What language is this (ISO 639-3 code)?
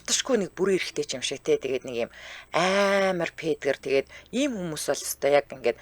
mon